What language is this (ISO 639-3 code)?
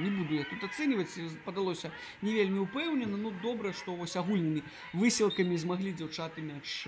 bel